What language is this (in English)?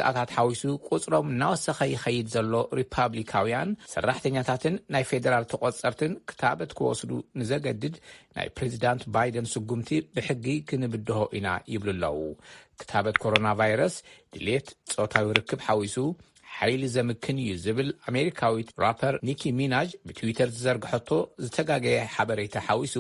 Tigrinya